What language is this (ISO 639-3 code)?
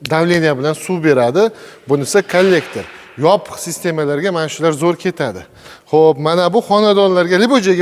uzb